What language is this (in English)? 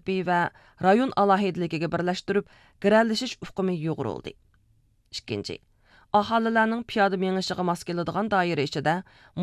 Uyghur